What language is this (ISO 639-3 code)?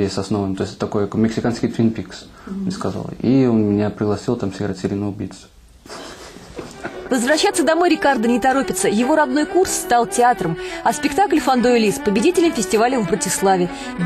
rus